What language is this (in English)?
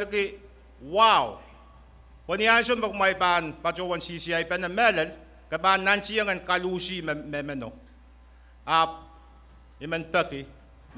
Pohnpeian